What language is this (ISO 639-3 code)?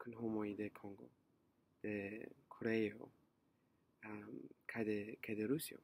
epo